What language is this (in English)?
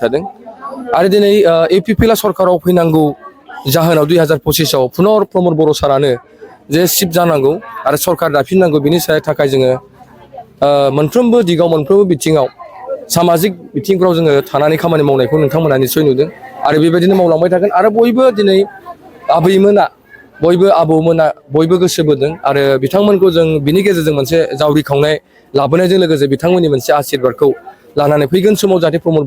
Bodo